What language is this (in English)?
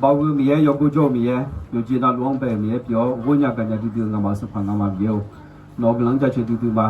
Akha